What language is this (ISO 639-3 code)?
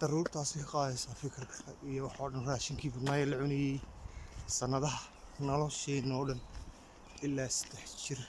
som